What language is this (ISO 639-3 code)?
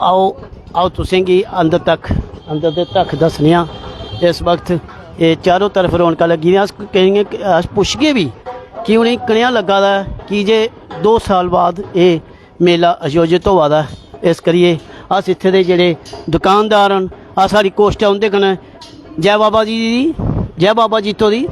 doi